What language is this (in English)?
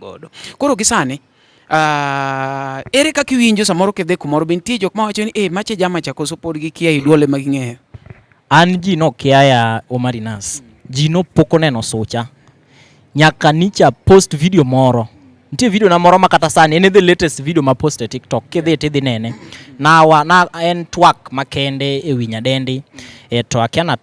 Luo (Kenya and Tanzania)